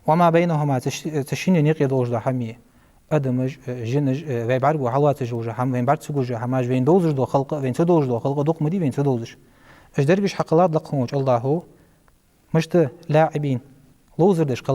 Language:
Ingush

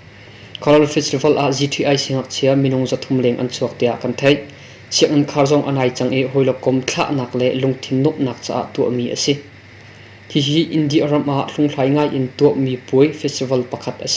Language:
Hakha Chin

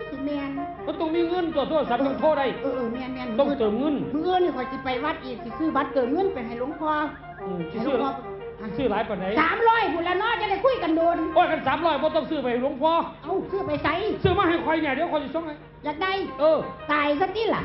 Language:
Northeastern Thai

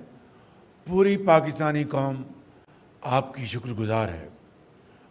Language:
Urdu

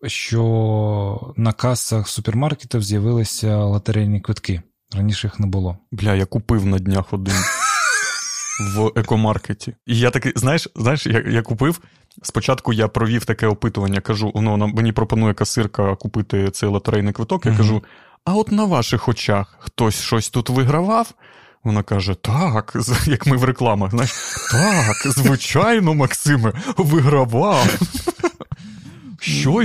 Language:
Ukrainian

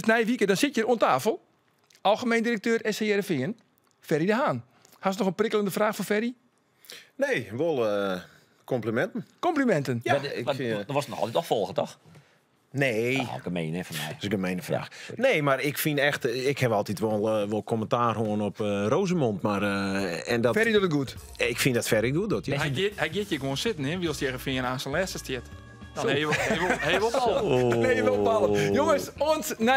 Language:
Western Frisian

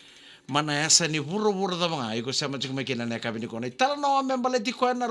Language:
Fijian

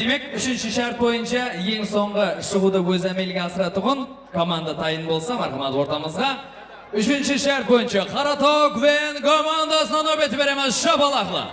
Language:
Kara-Kalpak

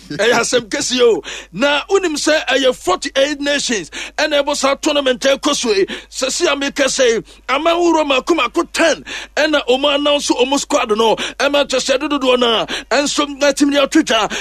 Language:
Akan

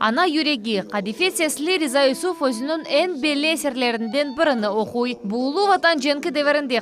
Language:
Crimean Tatar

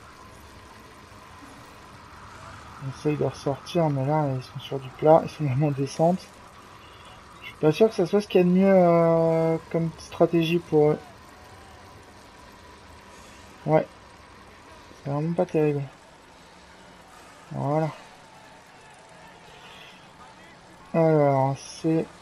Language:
French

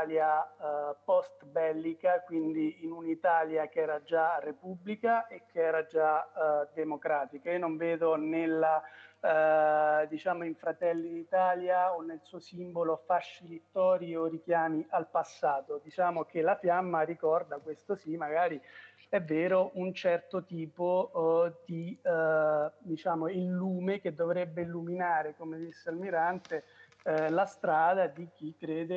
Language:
Italian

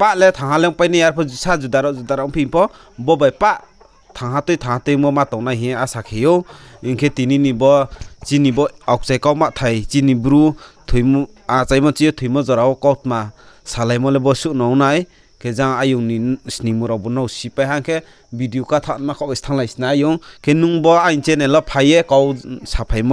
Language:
Riang (India)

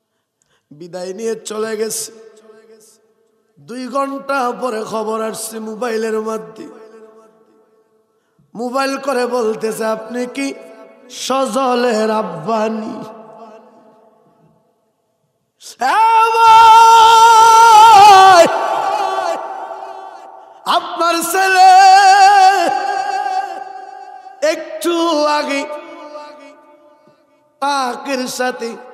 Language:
Bangla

